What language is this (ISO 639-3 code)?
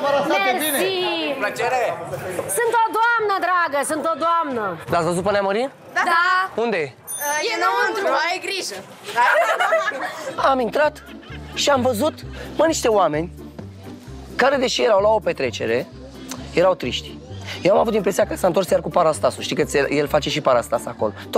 ron